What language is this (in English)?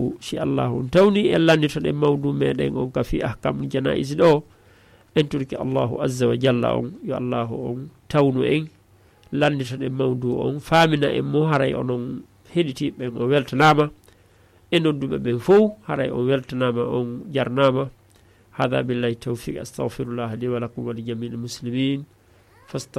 Fula